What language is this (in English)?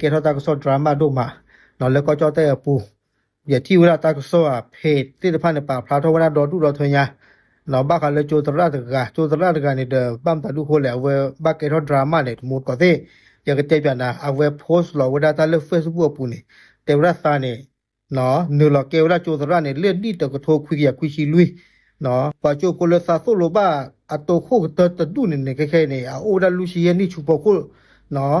S'gaw Karen